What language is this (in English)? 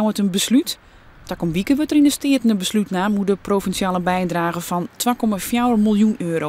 Western Frisian